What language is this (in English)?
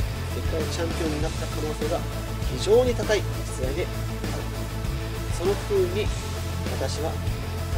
Japanese